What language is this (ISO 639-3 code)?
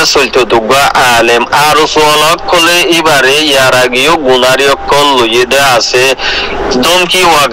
rhg